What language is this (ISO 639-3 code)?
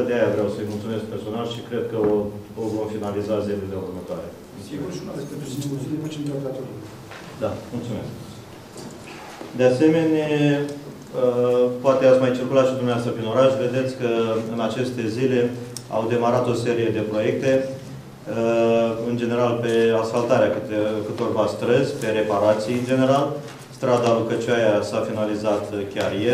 ron